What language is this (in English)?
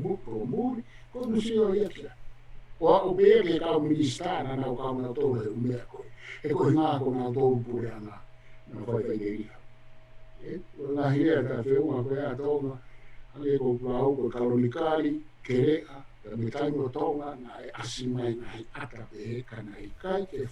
Tongan